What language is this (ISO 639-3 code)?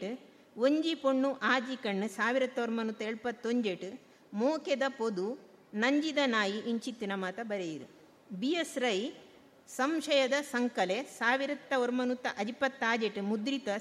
tcy